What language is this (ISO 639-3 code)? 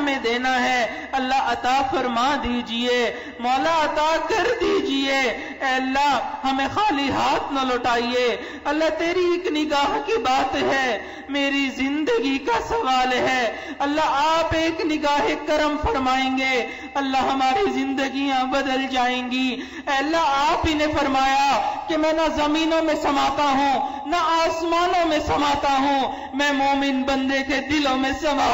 urd